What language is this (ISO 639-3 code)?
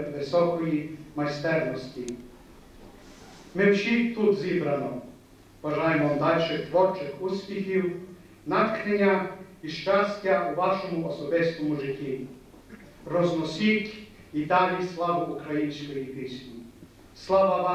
ukr